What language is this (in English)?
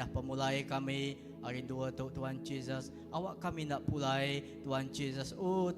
Iban